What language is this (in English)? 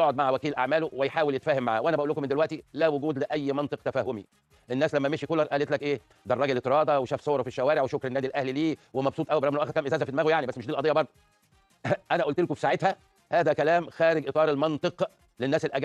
Egyptian Arabic